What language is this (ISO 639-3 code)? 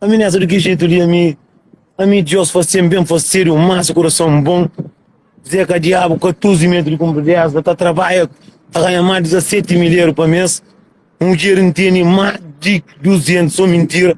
kea